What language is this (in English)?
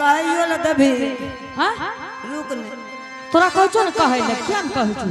Angika